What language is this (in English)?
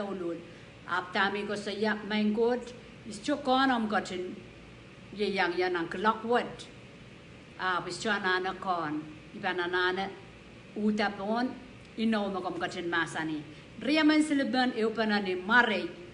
Pohnpeian